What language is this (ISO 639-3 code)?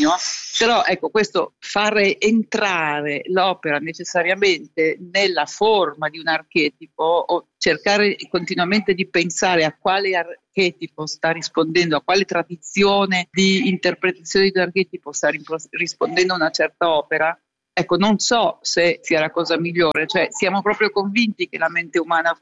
ita